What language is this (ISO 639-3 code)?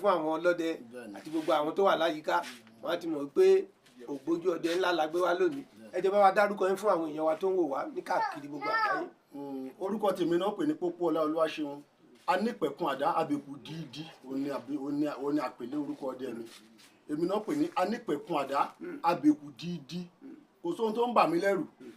yor